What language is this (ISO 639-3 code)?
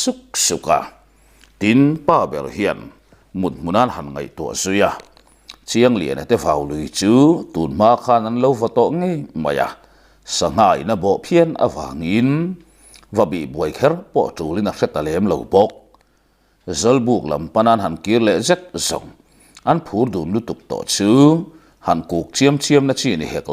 lus